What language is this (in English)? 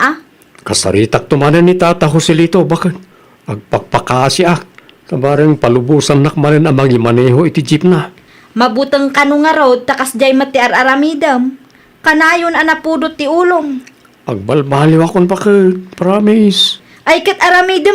Iloko